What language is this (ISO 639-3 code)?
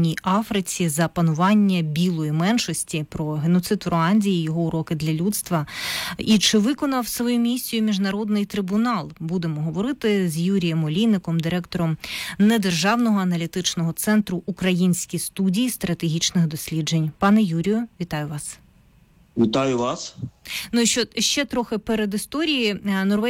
ukr